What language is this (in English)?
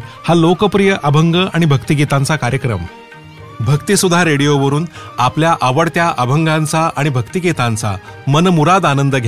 Marathi